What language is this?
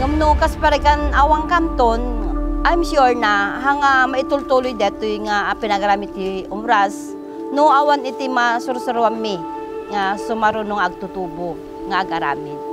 Iloko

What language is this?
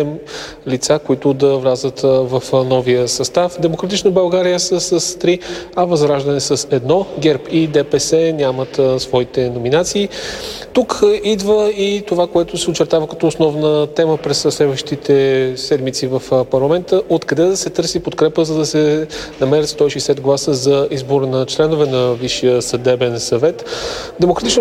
Bulgarian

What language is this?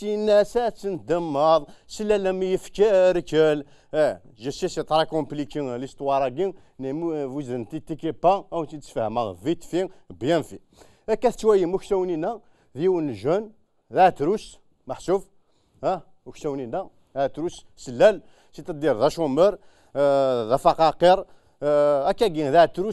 Kabyle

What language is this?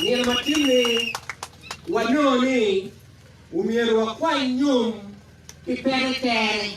Acoli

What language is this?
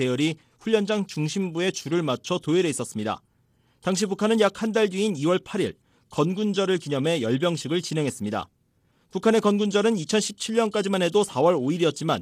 Korean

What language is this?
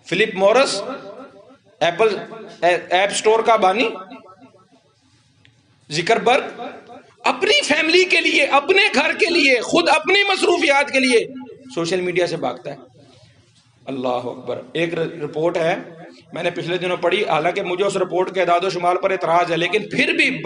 Urdu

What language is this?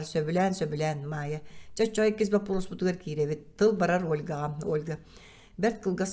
Yakut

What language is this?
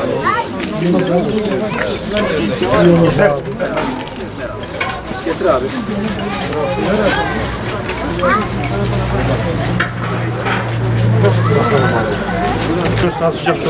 Turkish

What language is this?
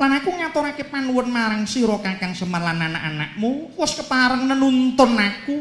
Javanese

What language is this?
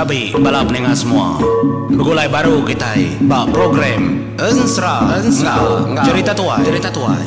Iban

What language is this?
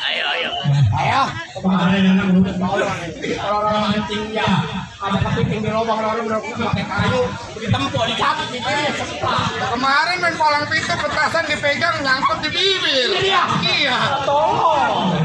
Betawi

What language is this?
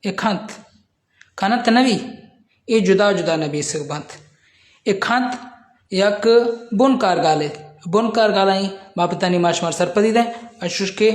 Baluchi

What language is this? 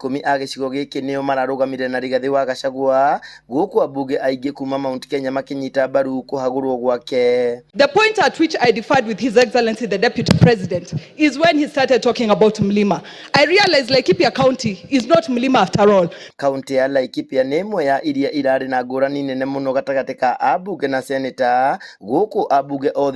Kikuyu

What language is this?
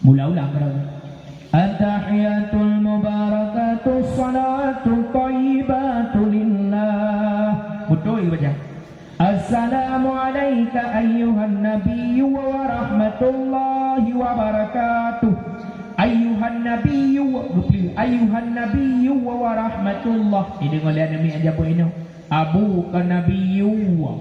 Achinese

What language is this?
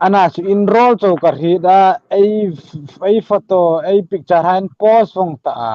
Hmar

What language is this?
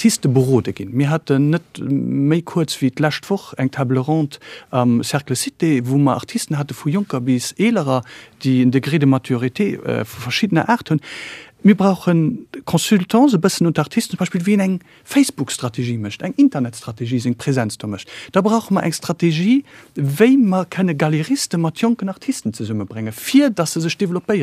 Luxembourgish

